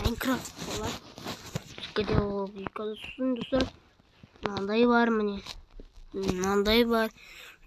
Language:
Kazakh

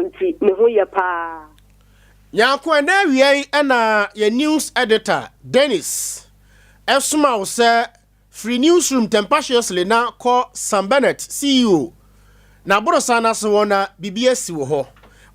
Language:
Akan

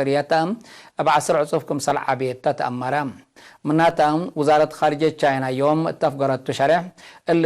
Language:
Tigre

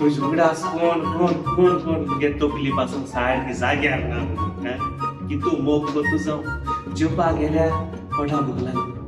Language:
Konkani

